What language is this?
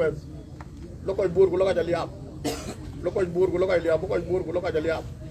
Dinka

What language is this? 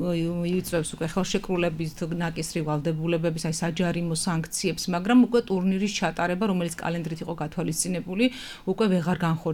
Georgian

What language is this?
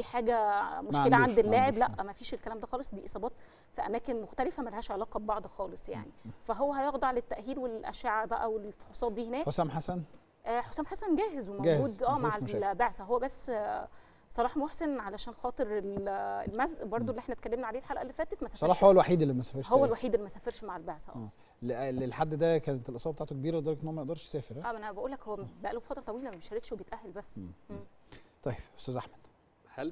Egyptian Arabic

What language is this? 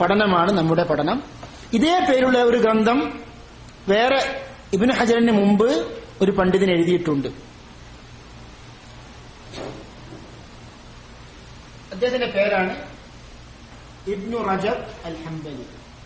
Malayalam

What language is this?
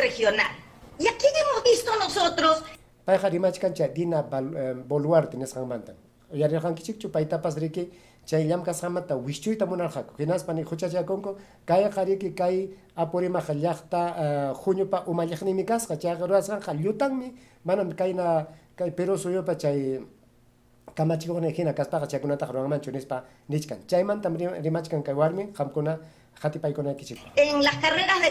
Ayacucho Quechua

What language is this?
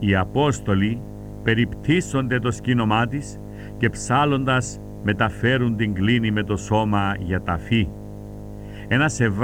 Greek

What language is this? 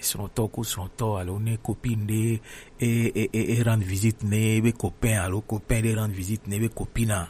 Gen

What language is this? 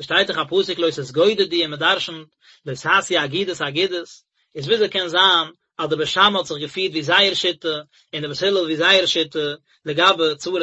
Yiddish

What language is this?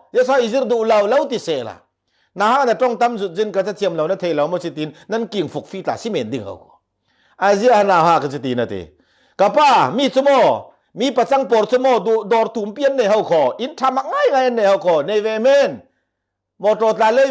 Falam Chin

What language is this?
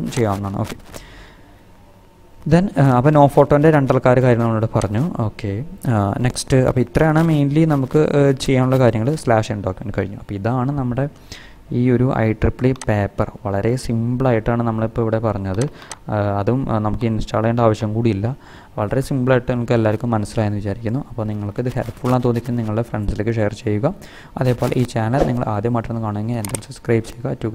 Malayalam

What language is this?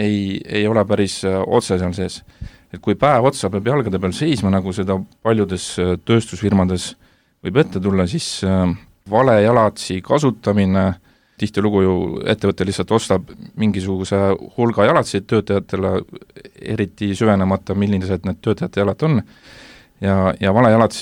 Estonian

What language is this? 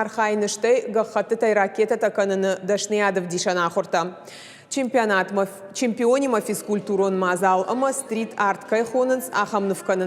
Ossetic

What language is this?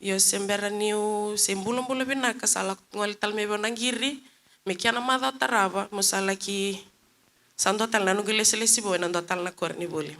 Fijian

